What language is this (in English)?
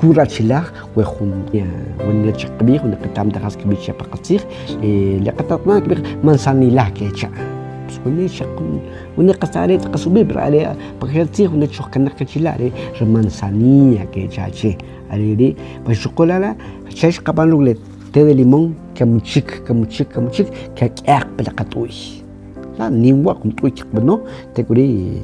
Kʼicheʼ